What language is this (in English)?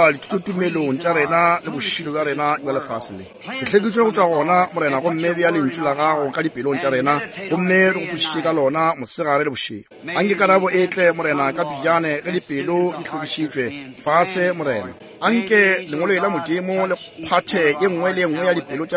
Northern Sotho